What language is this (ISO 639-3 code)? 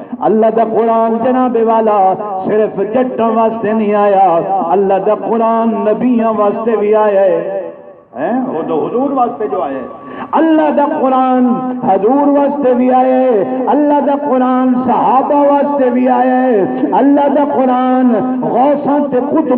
skr